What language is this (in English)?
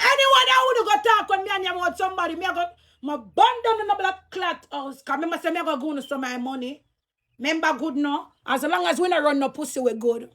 Jamaican Creole English